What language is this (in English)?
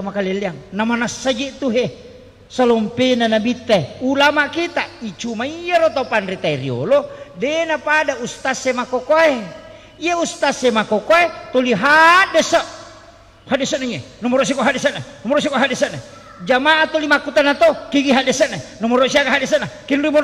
Buginese